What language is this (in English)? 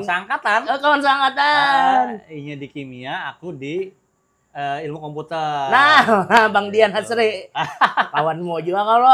Banjar